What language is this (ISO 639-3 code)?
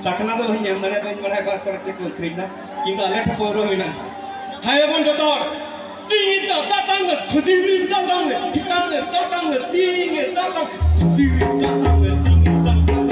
sat